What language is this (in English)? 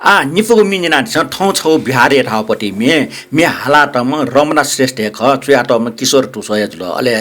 Newari